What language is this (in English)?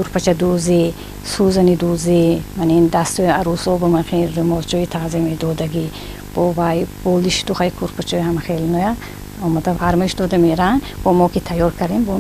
Tajik